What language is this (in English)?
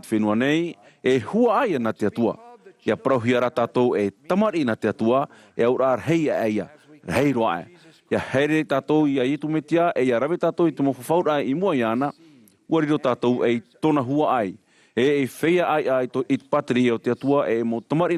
Tahitian